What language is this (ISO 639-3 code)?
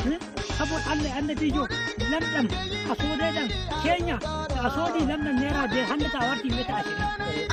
fuv